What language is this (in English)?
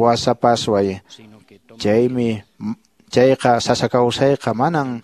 Quechua